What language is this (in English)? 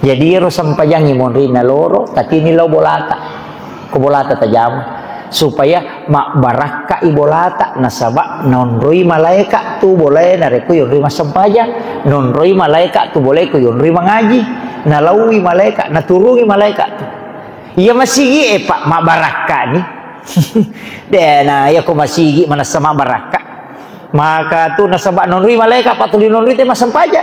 Buginese